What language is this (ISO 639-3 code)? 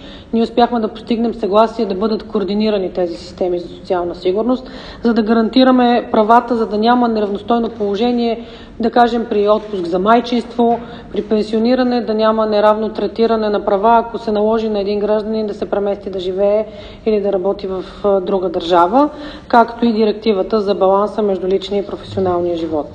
bul